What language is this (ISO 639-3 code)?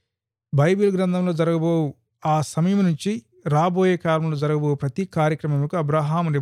tel